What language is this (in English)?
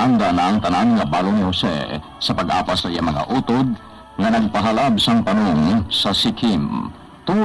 Hiligaynon